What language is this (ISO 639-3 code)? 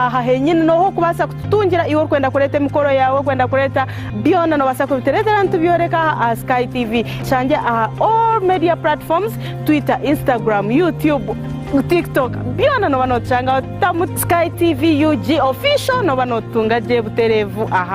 nyn